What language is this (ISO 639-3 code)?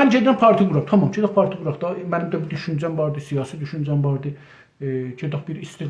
azb